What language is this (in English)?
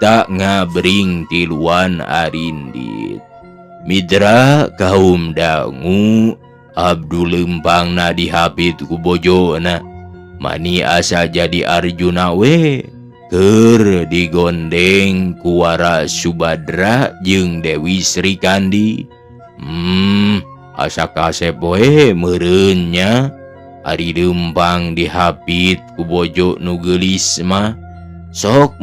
Sundanese